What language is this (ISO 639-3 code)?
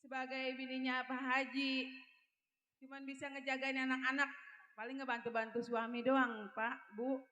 bew